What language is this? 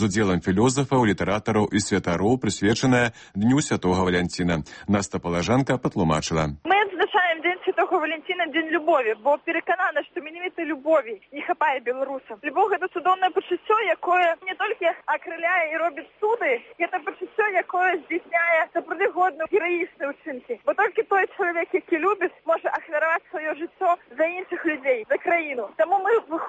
Belarusian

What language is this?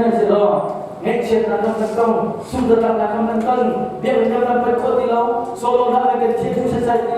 Hakha Chin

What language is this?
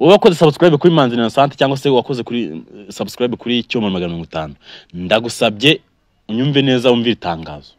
Kinyarwanda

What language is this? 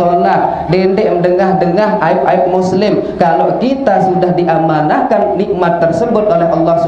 Sasak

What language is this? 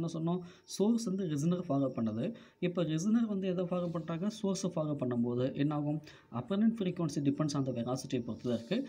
Tamil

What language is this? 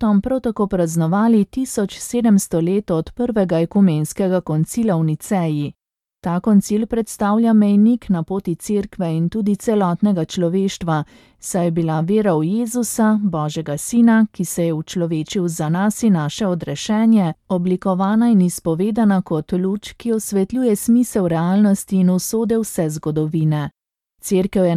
Slovenian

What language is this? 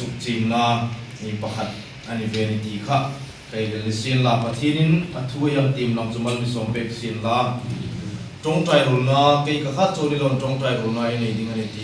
Hmar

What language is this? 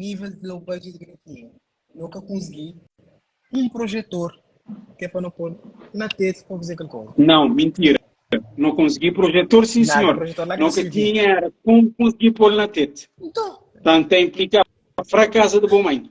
Kabuverdianu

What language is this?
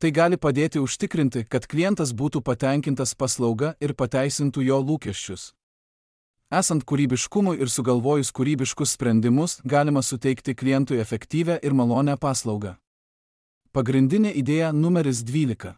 Lithuanian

